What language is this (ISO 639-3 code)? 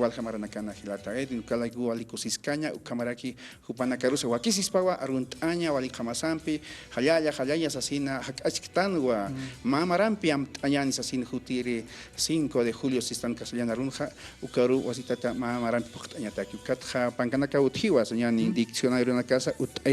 aym